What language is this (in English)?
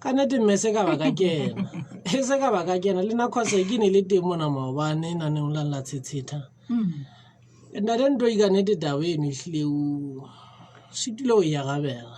Southern Sotho